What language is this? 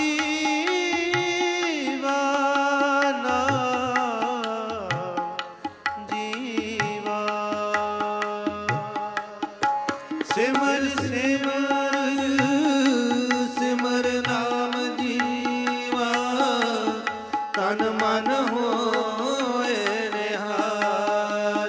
Punjabi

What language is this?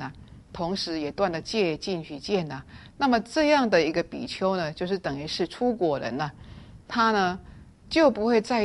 Chinese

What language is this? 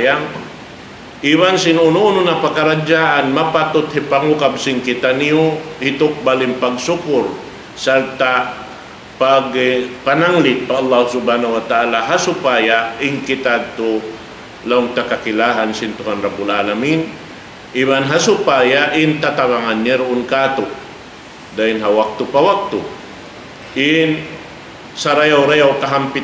Tausug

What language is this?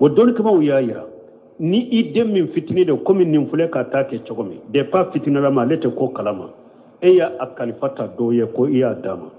Bambara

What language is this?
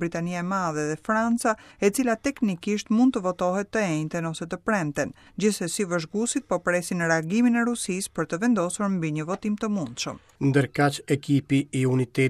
Albanian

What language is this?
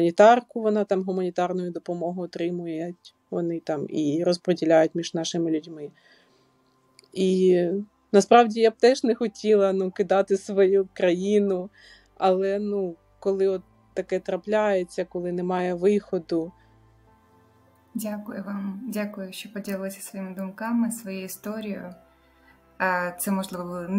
Ukrainian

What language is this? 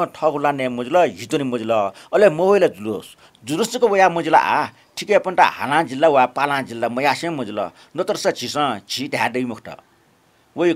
Newari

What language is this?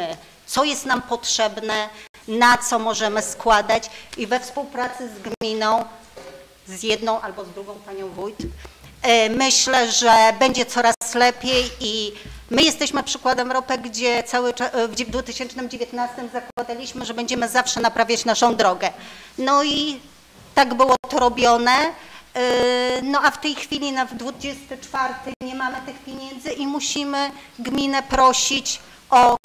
Polish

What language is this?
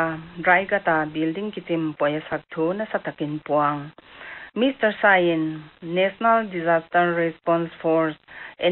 Paite Chin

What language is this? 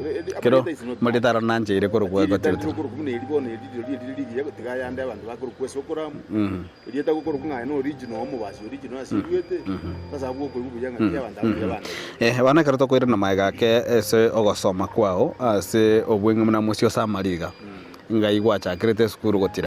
Gusii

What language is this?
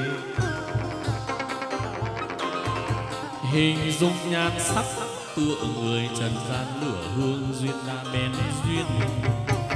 Vietnamese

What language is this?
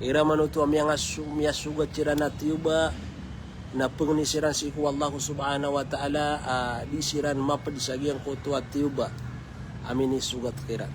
Maranao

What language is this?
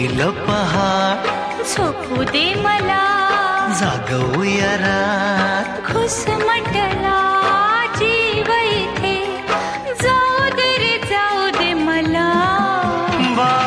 Marathi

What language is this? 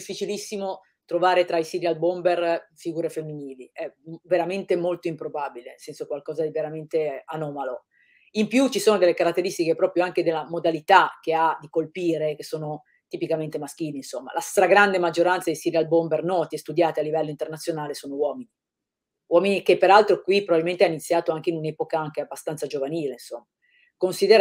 Italian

